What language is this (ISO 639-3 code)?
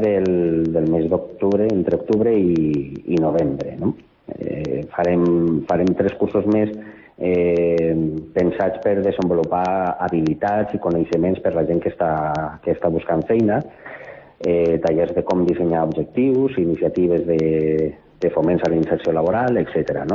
cat